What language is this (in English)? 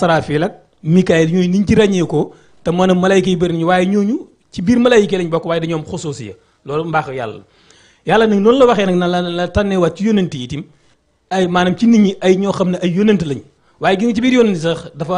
Wolof